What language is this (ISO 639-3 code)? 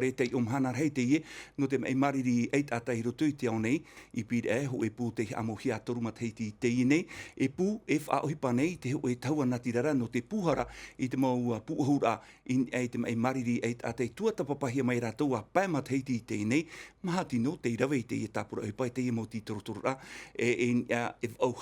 tah